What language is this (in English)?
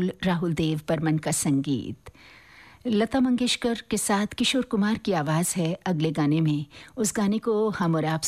Hindi